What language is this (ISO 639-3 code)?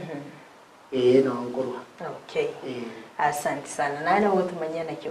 guz